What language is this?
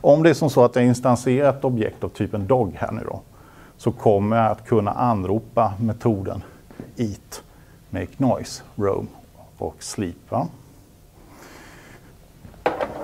Swedish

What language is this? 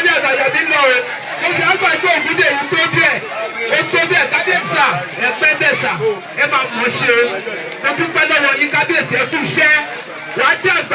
Yoruba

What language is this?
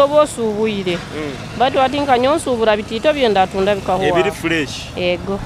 Nyoro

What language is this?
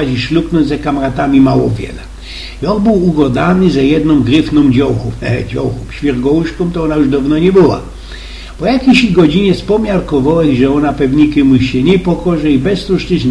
Silesian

